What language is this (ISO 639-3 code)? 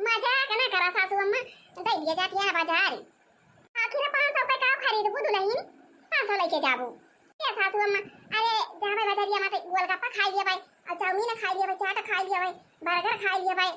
awa